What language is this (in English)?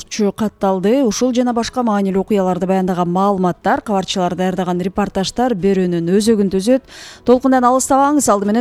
Kyrgyz